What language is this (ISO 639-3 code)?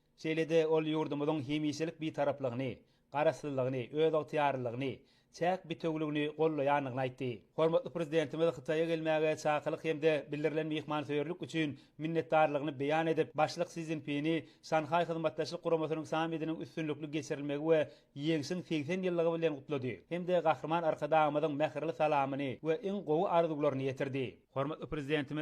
tuk